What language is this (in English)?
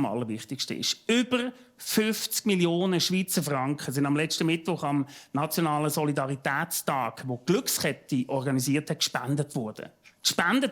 Swiss German